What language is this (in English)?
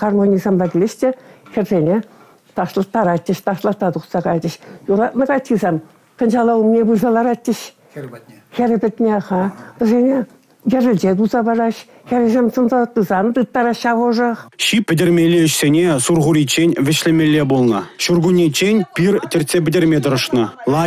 Chuvash